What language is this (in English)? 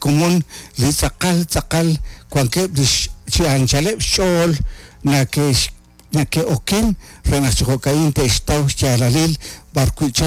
Kekchí